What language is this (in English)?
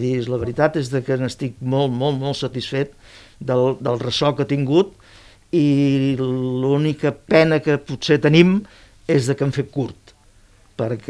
Catalan